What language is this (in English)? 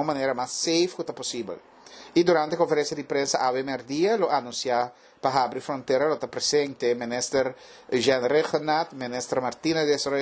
Papiamento